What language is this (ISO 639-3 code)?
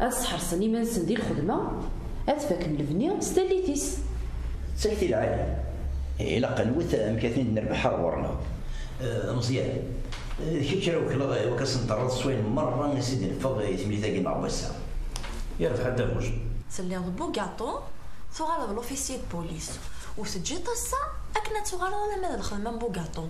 kab